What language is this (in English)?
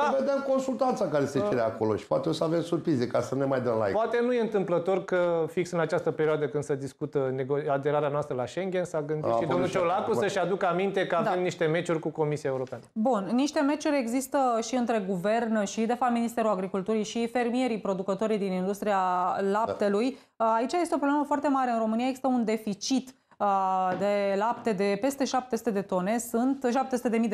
Romanian